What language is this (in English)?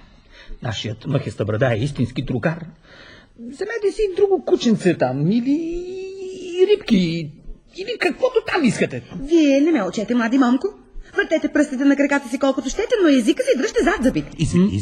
Bulgarian